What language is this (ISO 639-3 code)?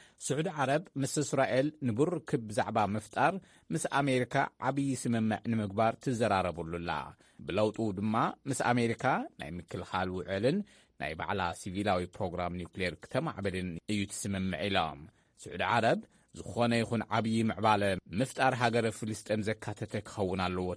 tir